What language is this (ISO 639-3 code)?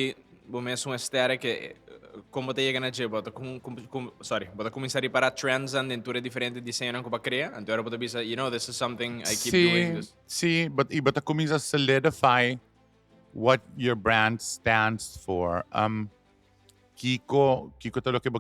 pap